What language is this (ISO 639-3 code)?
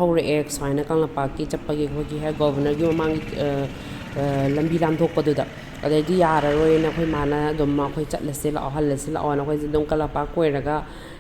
mni